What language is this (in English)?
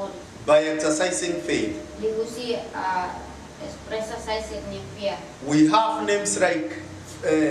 Tetum